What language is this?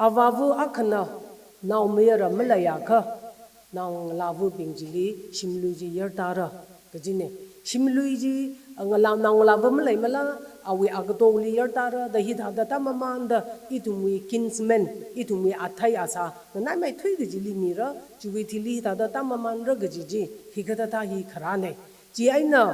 Tangkhul Naga (India)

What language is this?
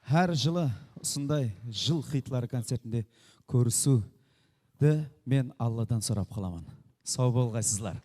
Kara-Kalpak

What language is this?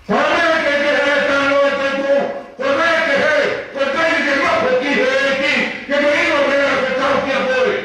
Tongan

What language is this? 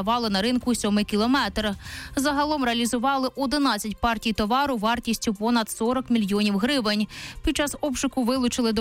Ukrainian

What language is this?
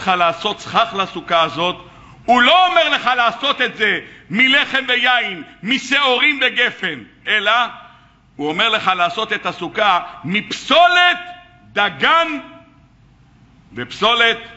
Hebrew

